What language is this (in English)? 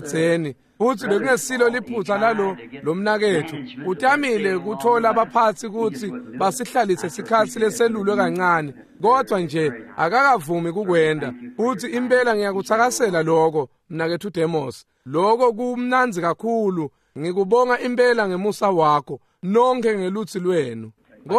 Swati